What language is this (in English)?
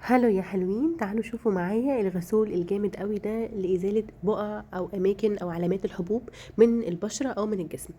Egyptian Arabic